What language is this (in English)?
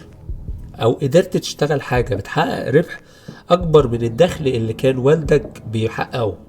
Egyptian Arabic